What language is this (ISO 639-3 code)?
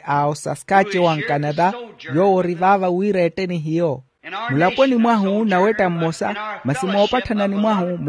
vmw